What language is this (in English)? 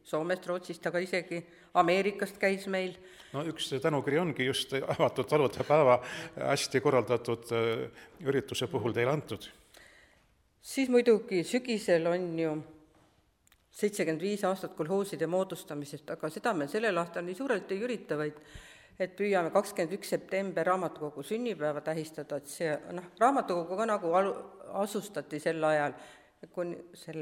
Estonian